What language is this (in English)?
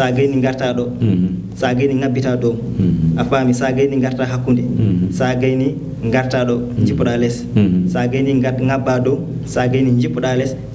Fula